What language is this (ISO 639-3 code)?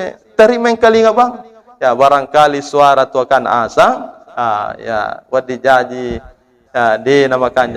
bug